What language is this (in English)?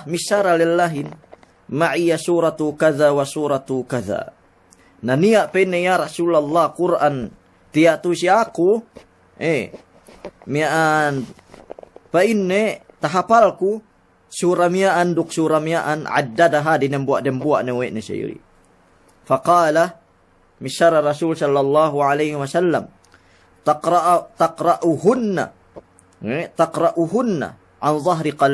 Yakan